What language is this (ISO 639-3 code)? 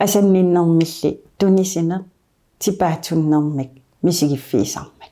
kal